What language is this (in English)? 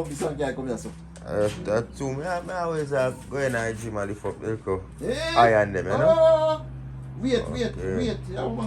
Jamaican Creole English